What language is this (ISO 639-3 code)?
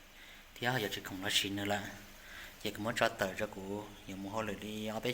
hmn